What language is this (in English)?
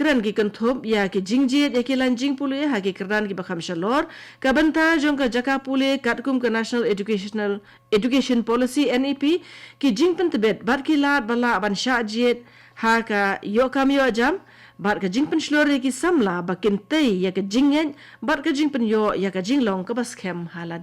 Khasi